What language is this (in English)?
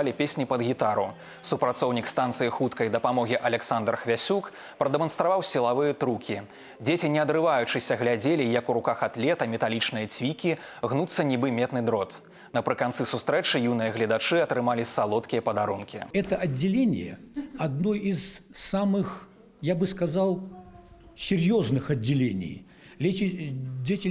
Belarusian